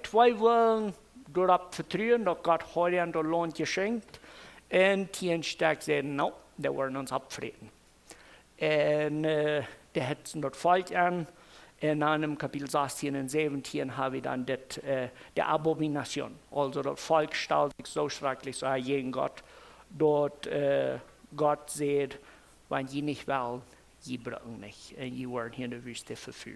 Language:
Plautdietsch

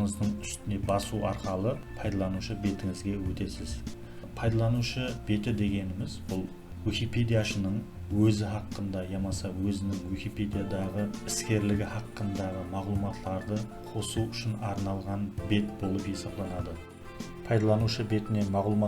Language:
Kara-Kalpak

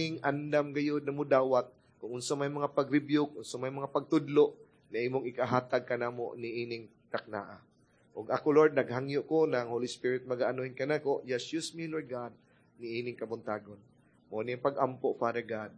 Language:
Cebuano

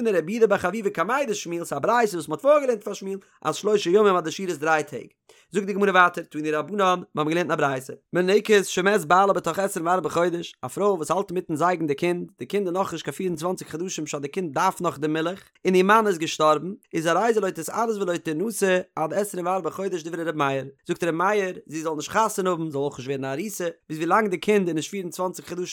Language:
Yiddish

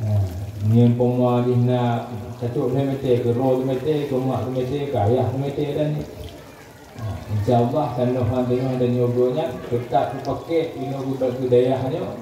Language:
Achinese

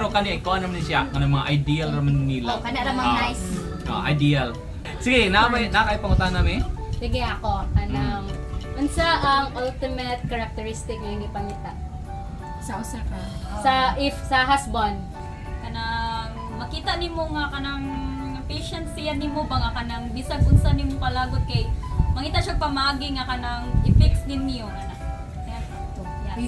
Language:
Cebuano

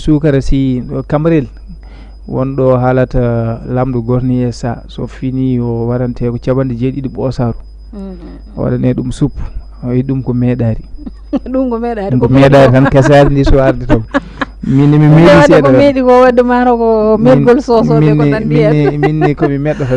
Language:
Fula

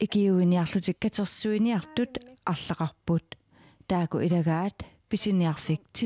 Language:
Kalaallisut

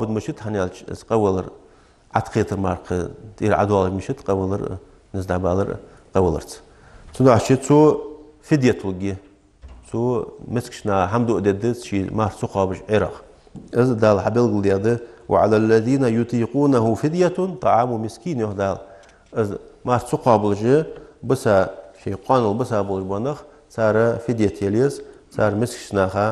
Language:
Ingush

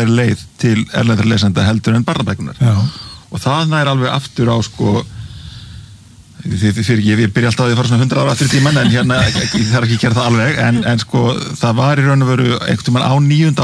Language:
Icelandic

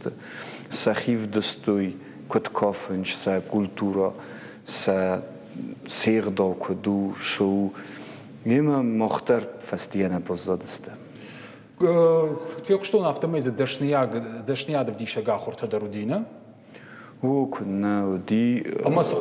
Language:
Ossetic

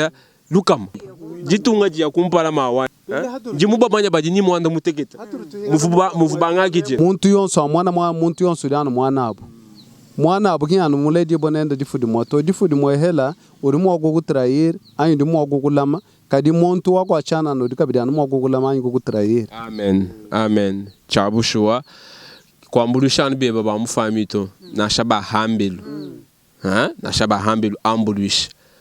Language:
Luba-Lulua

